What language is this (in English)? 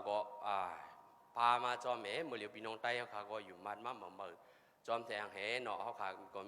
Shan